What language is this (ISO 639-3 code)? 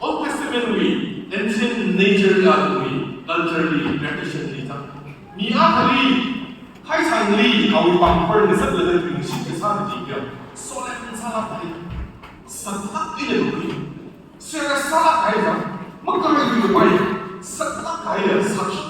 nmf